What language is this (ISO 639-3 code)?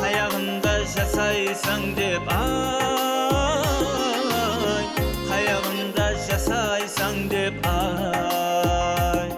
kaa